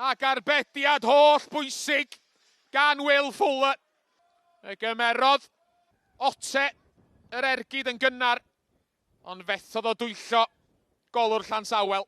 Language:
Welsh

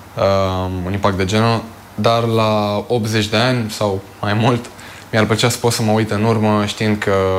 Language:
Romanian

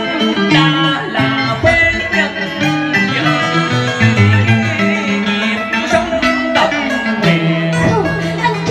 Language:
Vietnamese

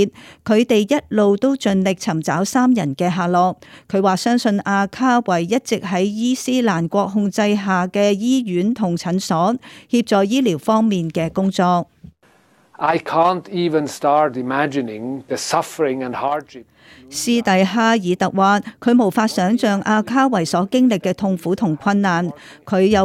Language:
Cantonese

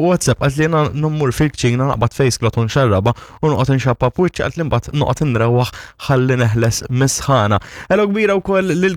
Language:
Maltese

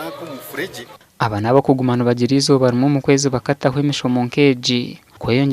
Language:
Nyankole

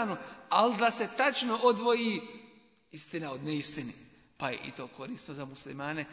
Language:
Bosnian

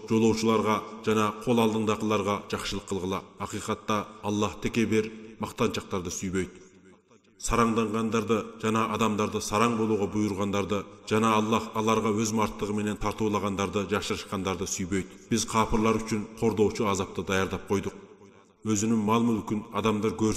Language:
Kyrgyz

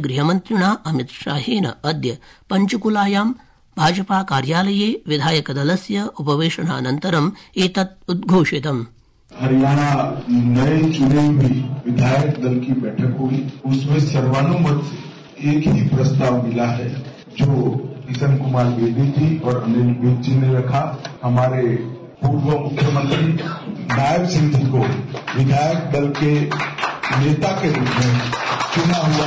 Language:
Sanskrit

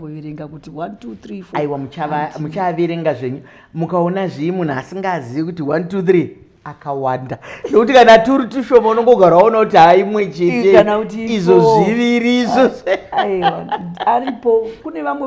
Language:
Shona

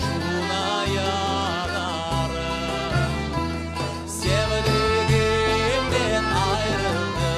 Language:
Crimean Tatar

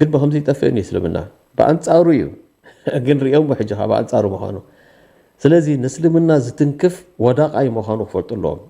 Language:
Tigrinya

